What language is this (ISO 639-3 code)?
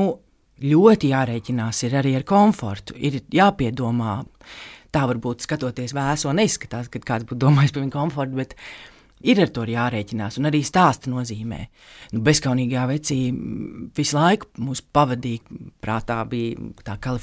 lav